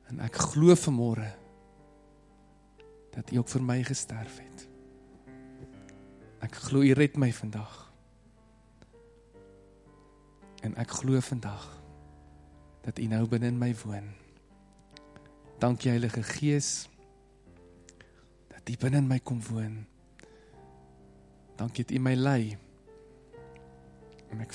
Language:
Afrikaans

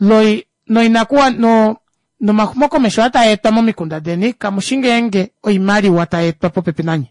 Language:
Kuanyama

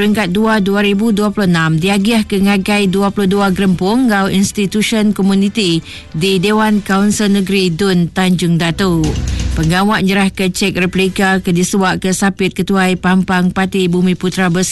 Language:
Iban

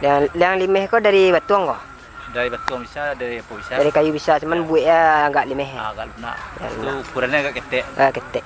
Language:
Minangkabau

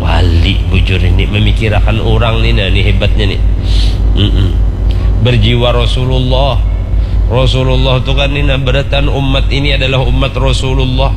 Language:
Banjar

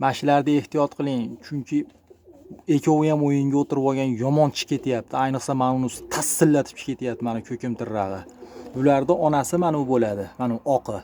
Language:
Uzbek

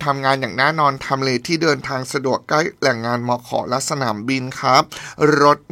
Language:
Thai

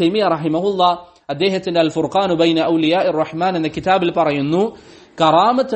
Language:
Malayalam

